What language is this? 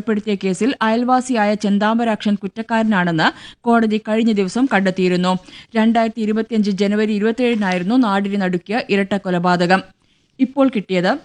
Malayalam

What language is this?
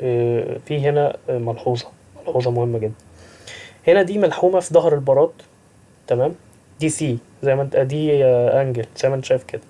Egyptian Arabic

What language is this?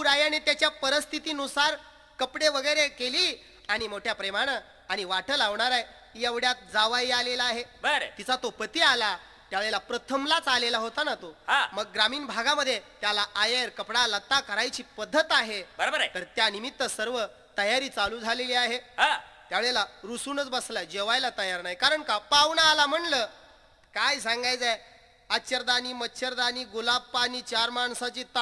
Marathi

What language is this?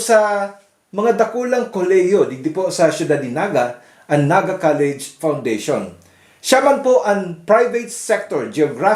Bikol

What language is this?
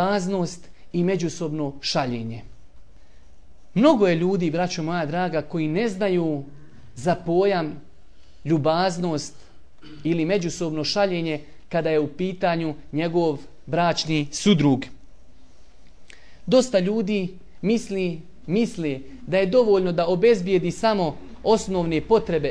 Bosnian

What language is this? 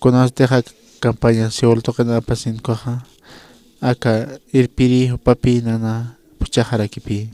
Aymara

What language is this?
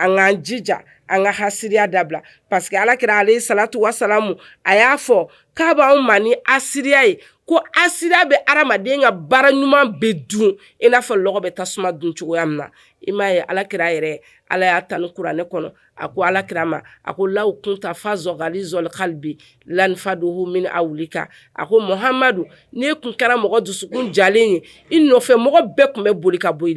Bambara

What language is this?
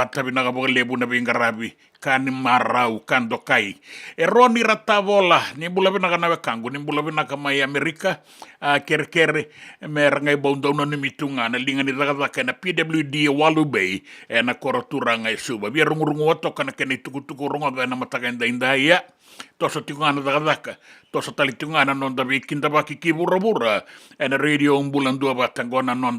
Fijian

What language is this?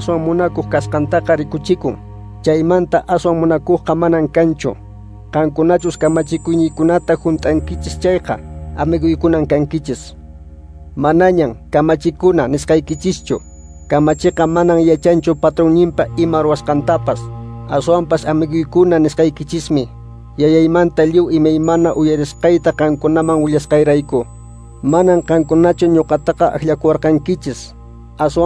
Quechua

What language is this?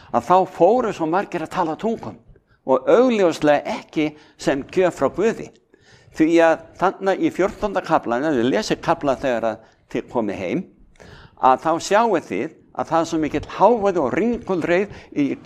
Icelandic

